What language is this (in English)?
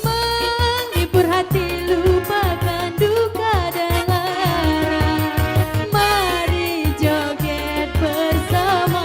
Musi